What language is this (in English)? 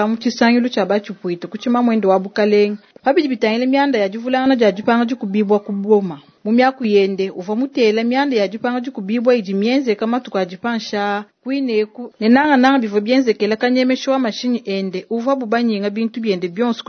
Luba-Lulua